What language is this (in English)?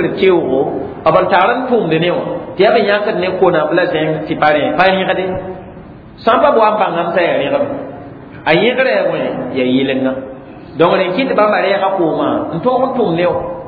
Mossi